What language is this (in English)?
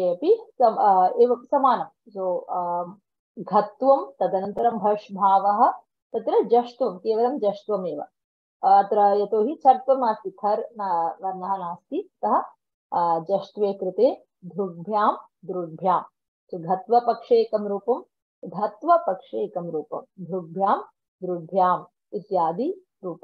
Sanskrit